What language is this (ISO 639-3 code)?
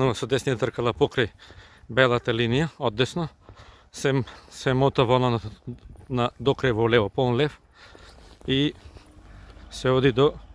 mkd